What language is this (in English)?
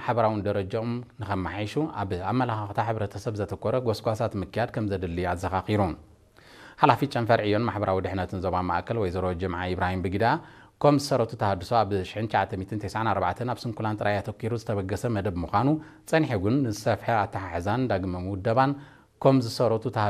Tigrinya